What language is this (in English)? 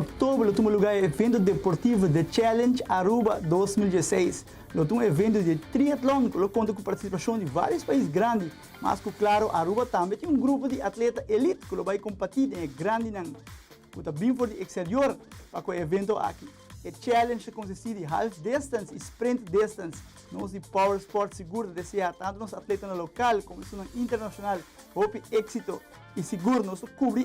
Papiamento